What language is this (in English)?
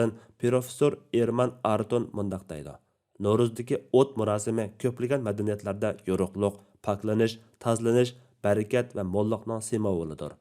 Uyghur